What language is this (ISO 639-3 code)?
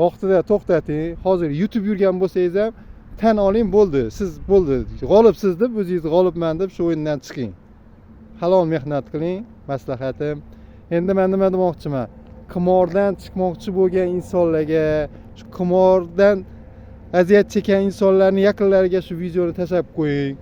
uzb